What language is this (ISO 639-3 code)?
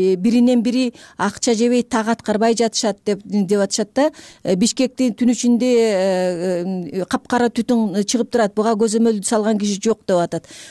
kir